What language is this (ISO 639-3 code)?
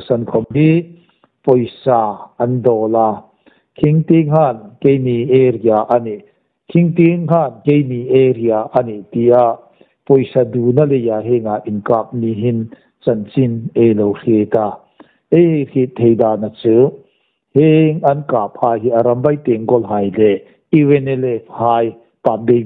hmr